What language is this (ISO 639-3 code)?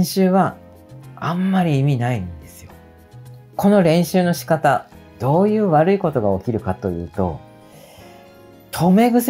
jpn